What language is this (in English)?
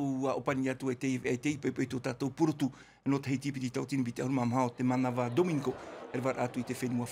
Tahitian